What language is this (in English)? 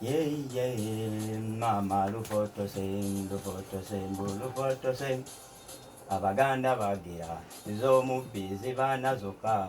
Ganda